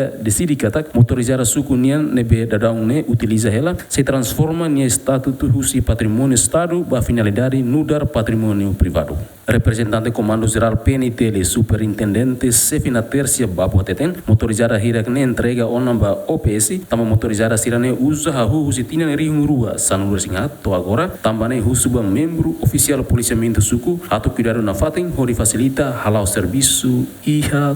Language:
Tetum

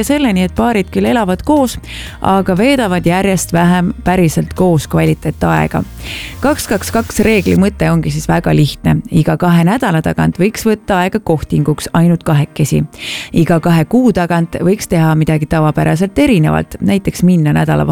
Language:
Estonian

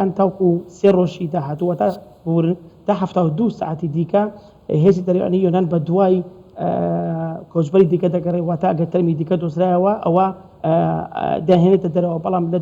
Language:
Central Kurdish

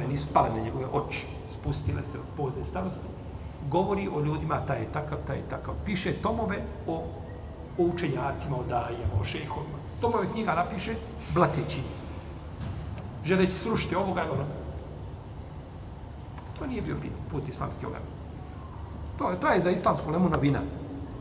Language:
Bosnian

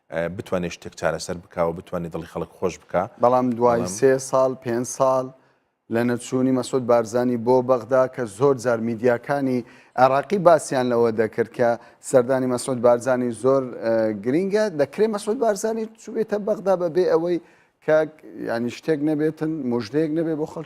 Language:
Central Kurdish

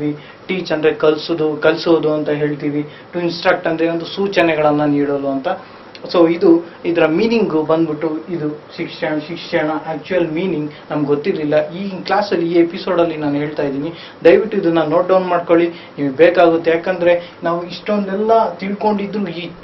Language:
Kannada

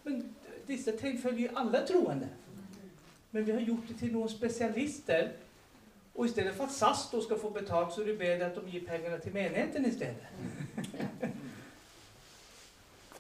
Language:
Norwegian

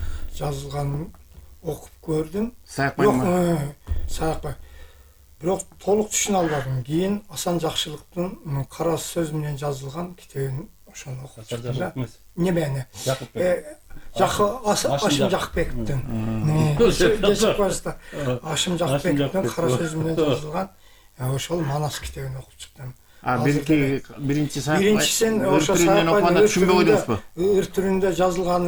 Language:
Kyrgyz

